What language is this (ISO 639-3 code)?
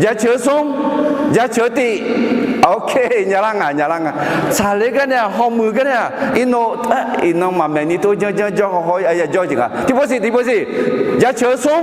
ahk